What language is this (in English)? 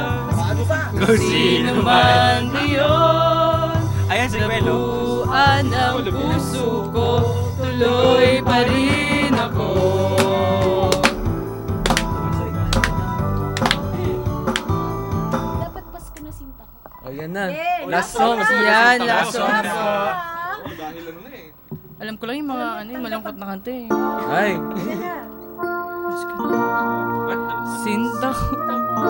Filipino